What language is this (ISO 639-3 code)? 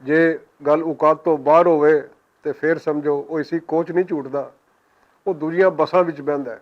lah